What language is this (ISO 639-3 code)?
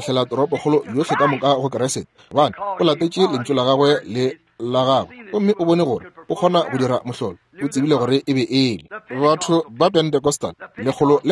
nso